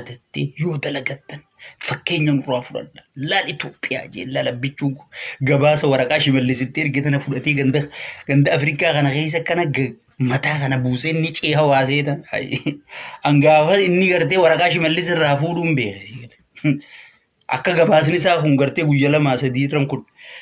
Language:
Oromo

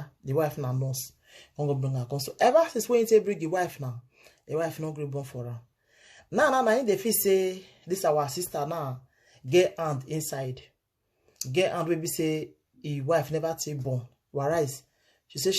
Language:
Nigerian Pidgin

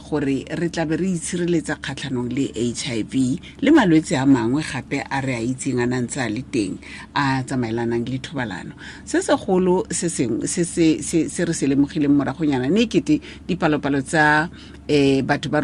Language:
Tswana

